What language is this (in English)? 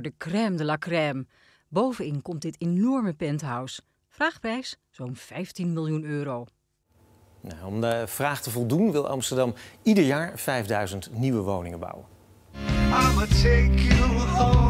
Dutch